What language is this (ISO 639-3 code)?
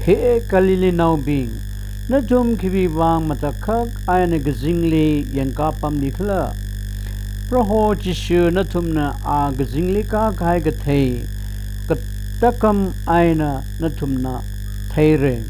nmf